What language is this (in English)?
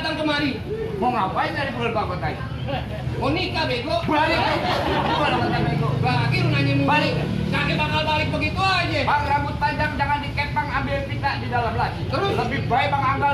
Betawi